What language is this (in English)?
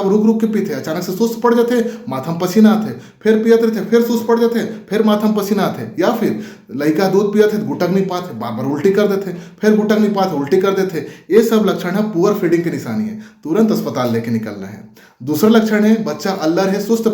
Chhattisgarhi